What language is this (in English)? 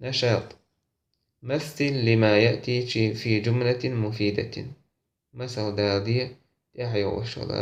Chechen